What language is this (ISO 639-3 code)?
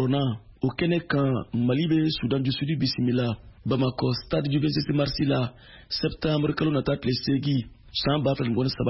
bam